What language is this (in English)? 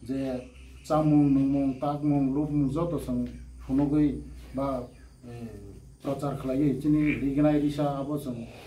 Kok Borok